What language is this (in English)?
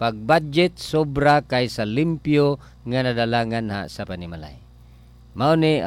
Cebuano